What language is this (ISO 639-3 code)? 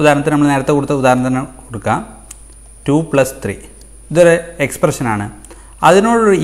mal